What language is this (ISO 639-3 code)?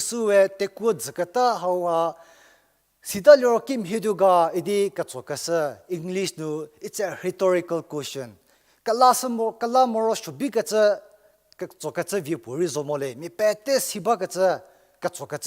njm